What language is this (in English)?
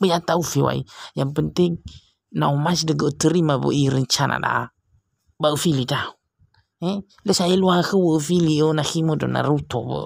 Nias